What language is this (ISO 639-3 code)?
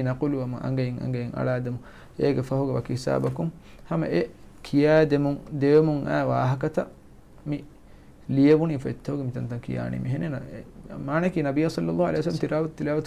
div